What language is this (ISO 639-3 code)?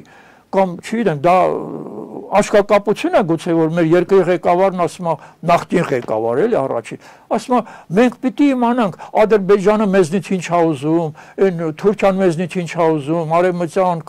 hye